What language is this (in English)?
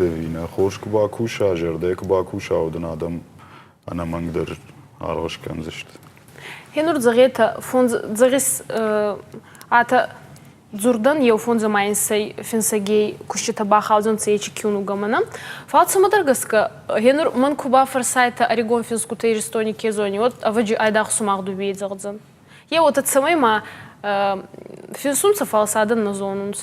Ossetic